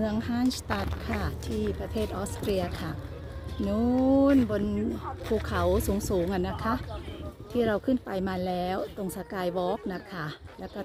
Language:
Thai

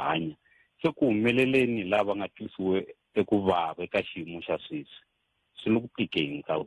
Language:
Tsonga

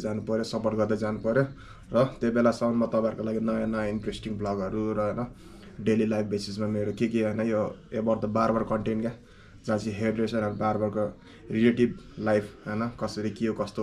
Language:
Nepali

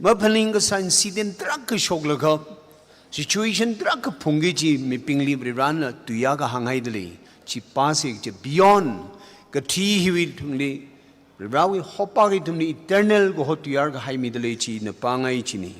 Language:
Tangkhul Naga (India)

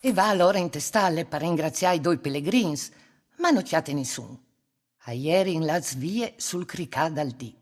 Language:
Friulian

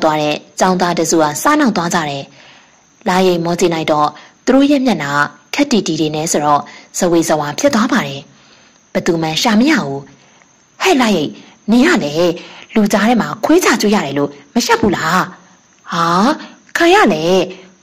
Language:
Burmese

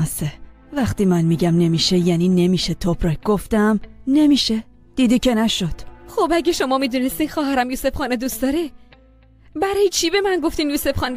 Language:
Persian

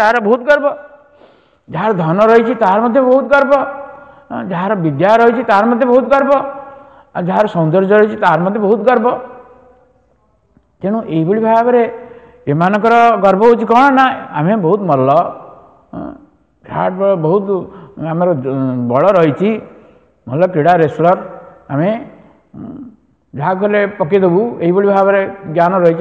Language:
Odia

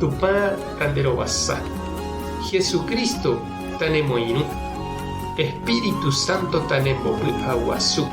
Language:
Guarani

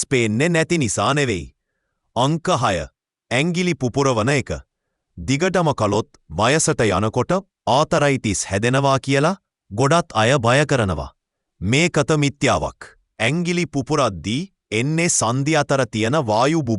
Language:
Sinhala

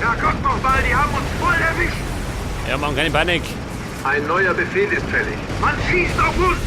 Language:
Bavarian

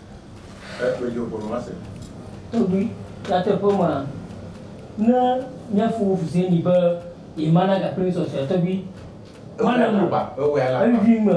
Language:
Ewe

